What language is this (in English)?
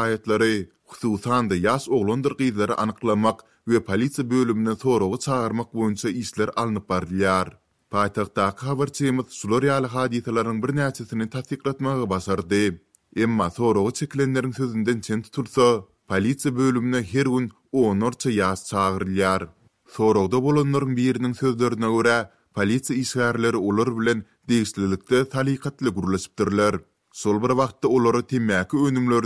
Turkmen